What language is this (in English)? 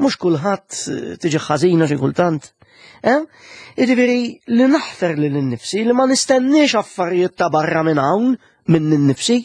Maltese